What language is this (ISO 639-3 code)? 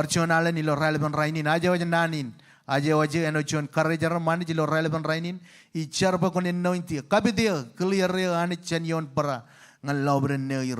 mah